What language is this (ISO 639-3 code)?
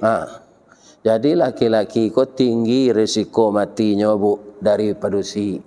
min